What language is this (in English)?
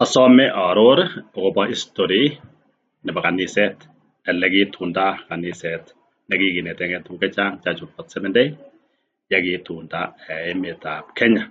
Kalenjin